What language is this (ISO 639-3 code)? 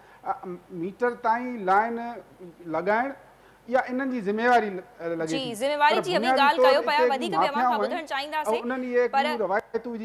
snd